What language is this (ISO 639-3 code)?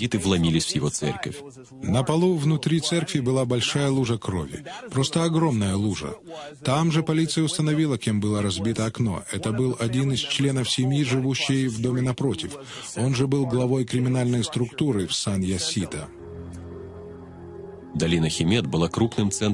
rus